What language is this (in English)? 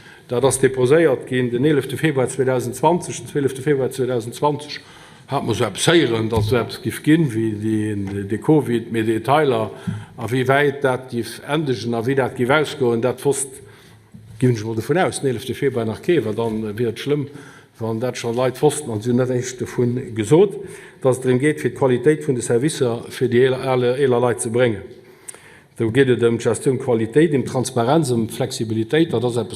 Luxembourgish